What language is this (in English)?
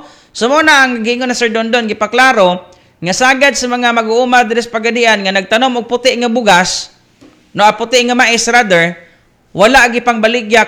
Cebuano